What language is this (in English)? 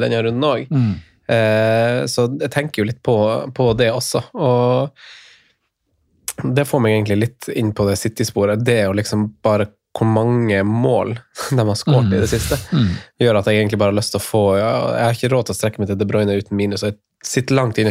Norwegian